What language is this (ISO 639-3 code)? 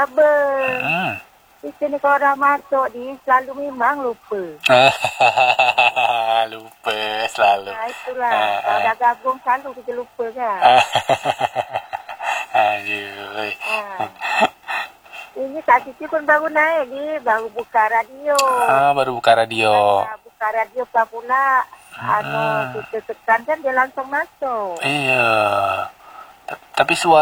msa